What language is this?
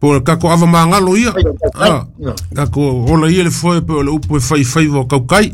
Samoan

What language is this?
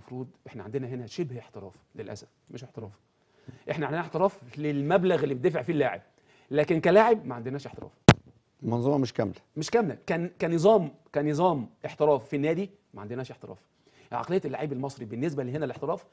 Egyptian Arabic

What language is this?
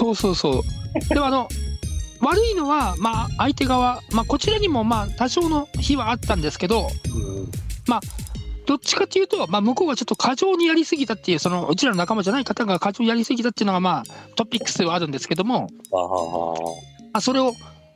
Japanese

